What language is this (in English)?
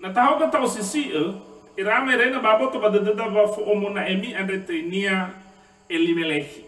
Nias